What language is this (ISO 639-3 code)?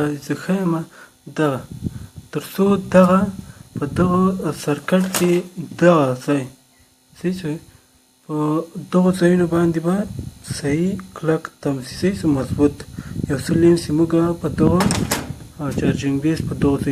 pus